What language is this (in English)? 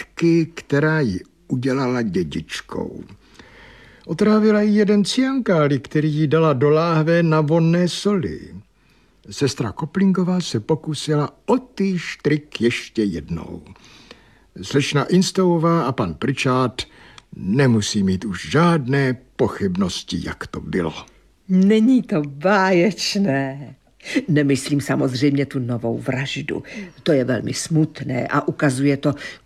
Czech